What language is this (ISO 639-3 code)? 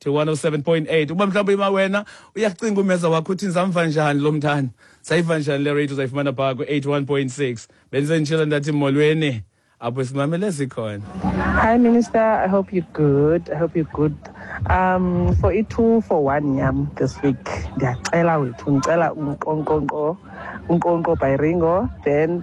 xho